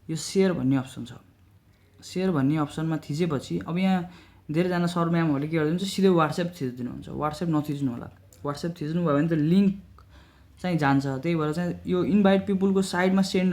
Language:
Nepali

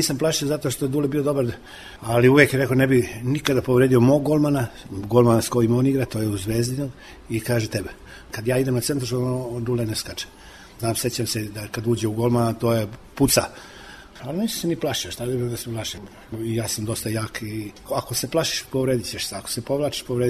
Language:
Serbian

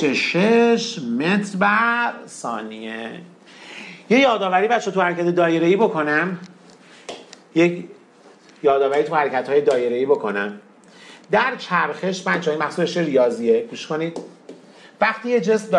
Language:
Persian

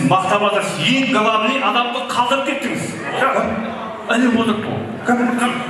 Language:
Kara-Kalpak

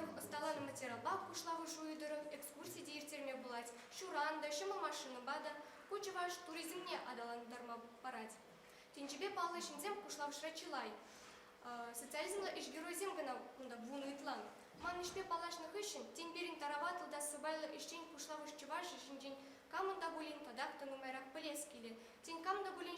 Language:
Chuvash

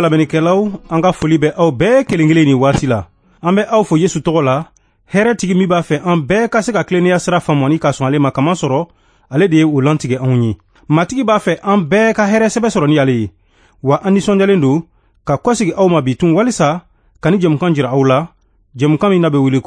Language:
Bambara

